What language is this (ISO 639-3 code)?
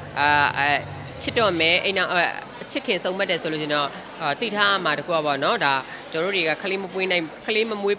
mya